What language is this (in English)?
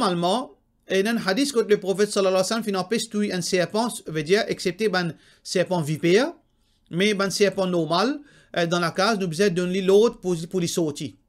Morisyen